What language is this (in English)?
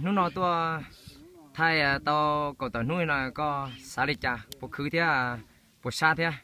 Hmong